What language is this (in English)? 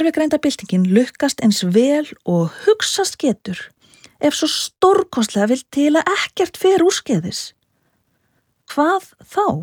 Icelandic